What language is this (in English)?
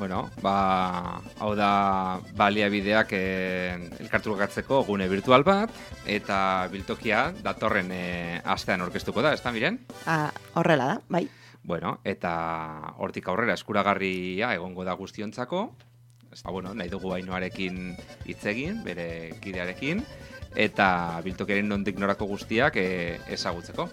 Basque